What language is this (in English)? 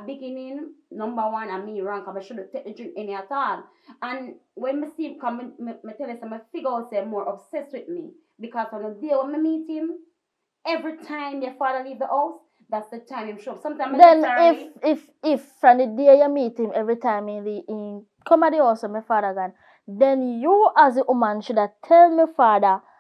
Jamaican Creole English